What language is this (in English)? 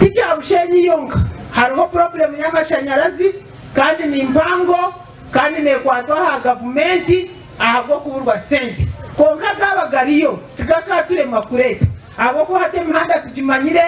Nyankole